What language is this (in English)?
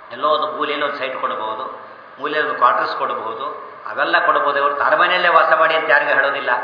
Kannada